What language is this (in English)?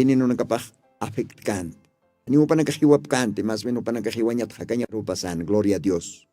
Aymara